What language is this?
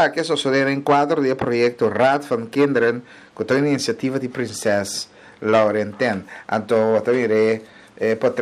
Papiamento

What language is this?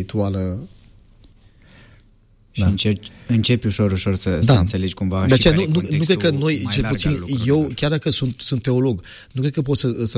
Romanian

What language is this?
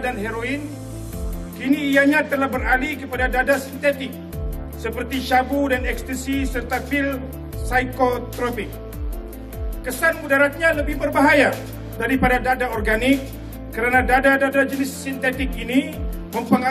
Malay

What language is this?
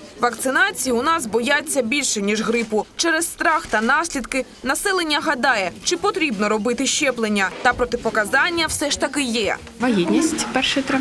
Ukrainian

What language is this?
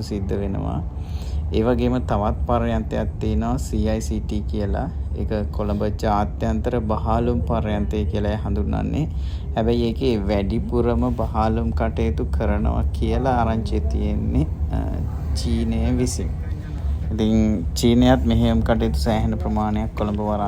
Sinhala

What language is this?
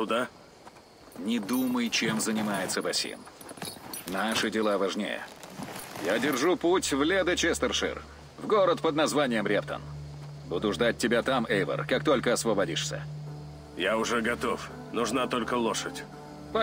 Russian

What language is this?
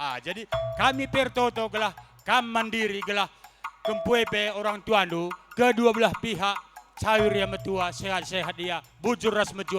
Batak Karo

